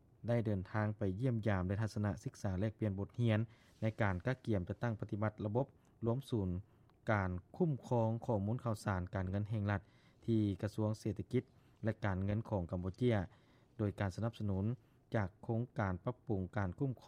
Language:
Lao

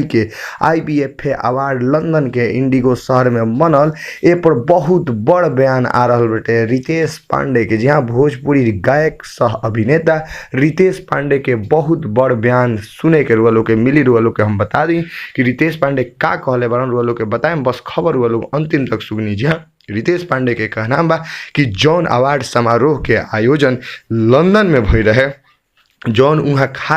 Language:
Bhojpuri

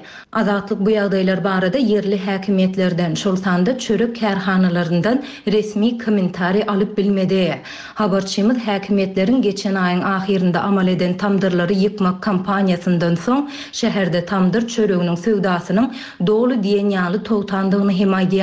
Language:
Turkmen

